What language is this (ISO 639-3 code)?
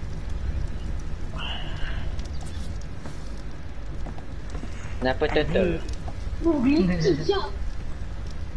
msa